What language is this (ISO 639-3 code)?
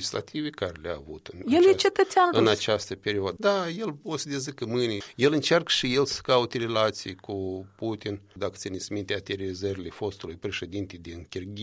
ron